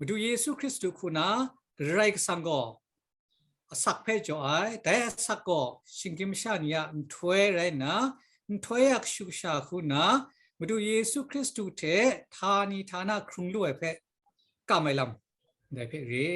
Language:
Kachin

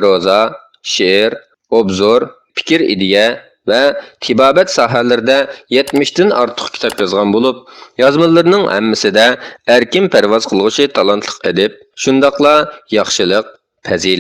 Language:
Uyghur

